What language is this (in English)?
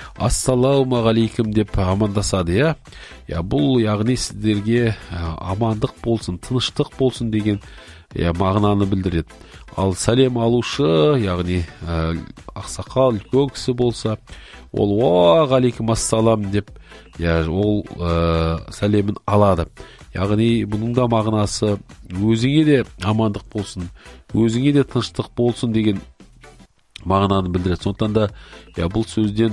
Kazakh